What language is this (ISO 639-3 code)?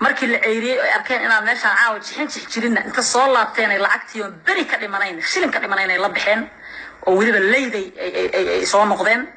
som